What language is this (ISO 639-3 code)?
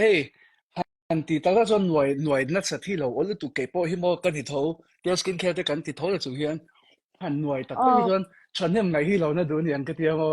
lus